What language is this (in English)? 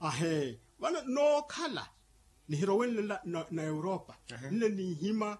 Makhuwa